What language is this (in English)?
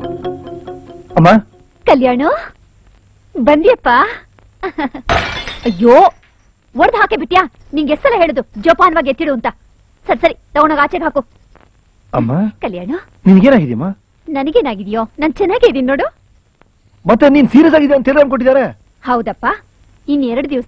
Kannada